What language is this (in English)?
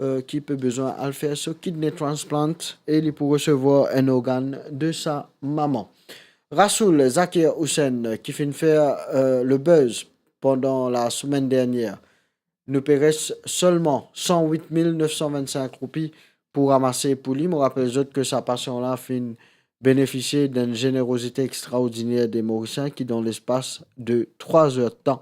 Morisyen